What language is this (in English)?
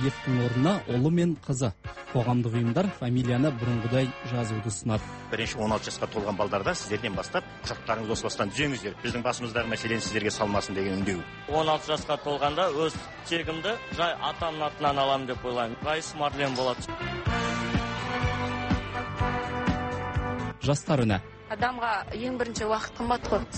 Kazakh